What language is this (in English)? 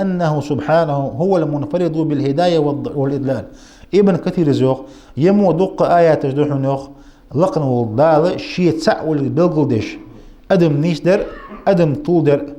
Ingush